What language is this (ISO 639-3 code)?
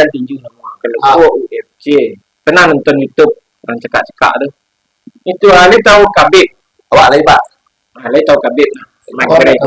min